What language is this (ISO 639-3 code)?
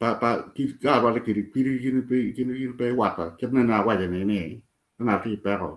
ach